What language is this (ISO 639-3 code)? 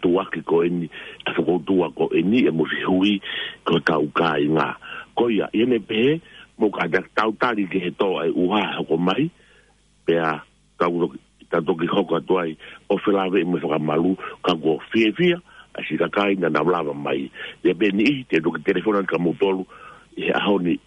ton